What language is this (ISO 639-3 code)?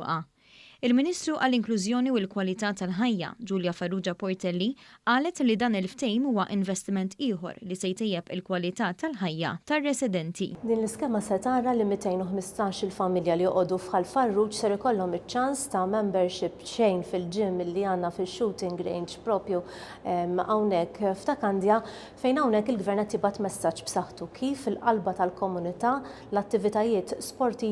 mlt